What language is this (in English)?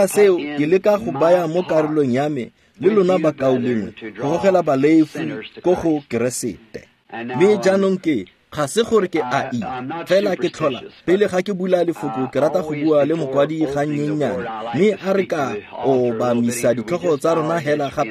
Tswana